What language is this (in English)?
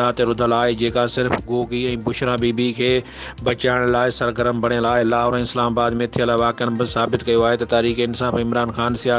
Sindhi